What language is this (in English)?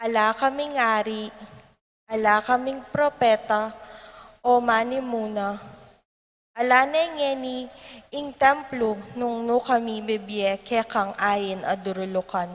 Pampanga